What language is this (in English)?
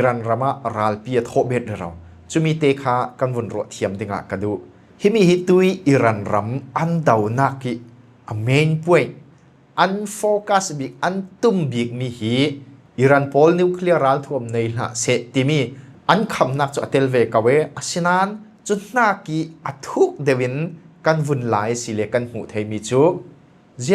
Falam Chin